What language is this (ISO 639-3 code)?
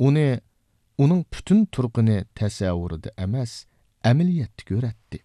uig